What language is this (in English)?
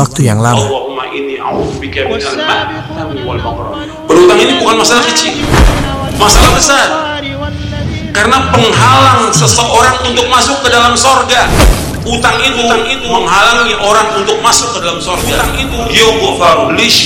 Indonesian